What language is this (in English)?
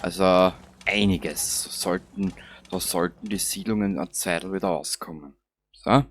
Bavarian